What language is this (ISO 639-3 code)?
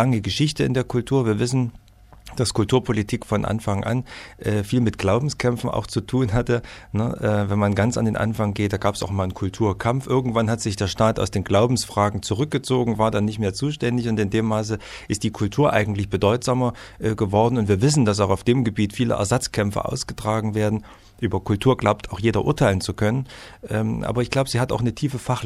deu